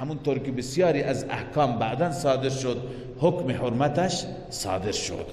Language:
Persian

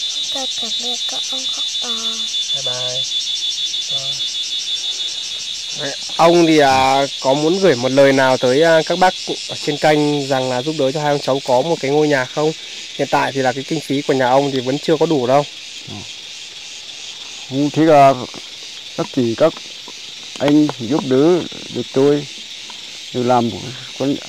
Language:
Vietnamese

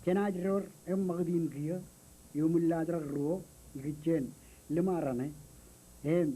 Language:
Marshallese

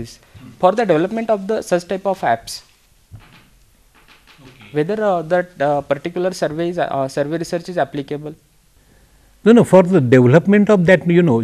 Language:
Marathi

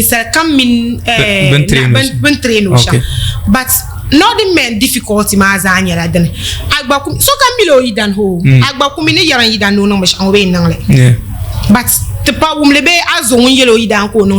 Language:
Dagbani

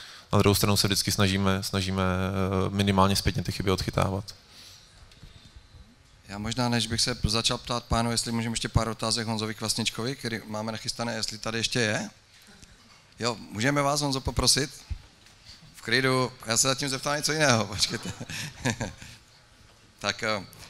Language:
Czech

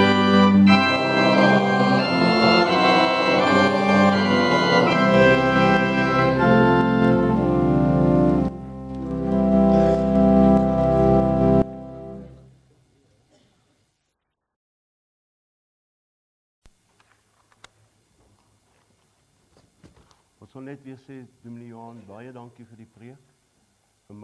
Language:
Afrikaans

